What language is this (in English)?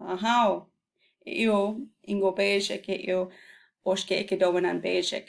Chippewa